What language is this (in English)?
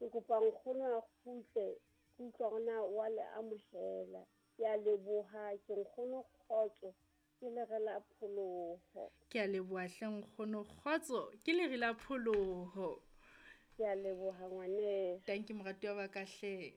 Southern Sotho